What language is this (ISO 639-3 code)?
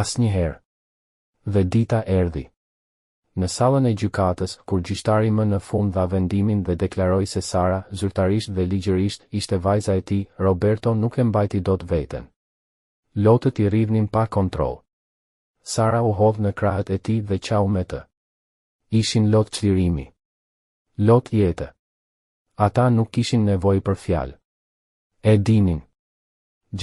sqi